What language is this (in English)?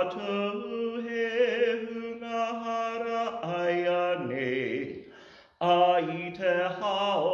Māori